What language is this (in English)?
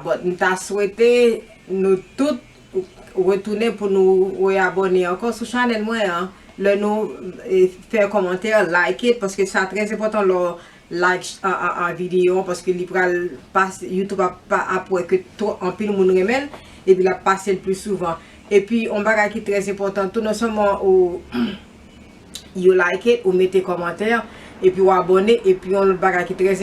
Haitian Creole